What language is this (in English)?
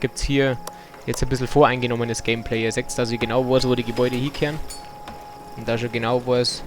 Bavarian